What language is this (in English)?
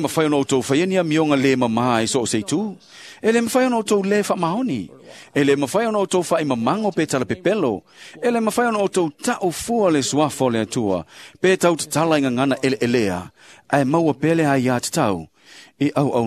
Samoan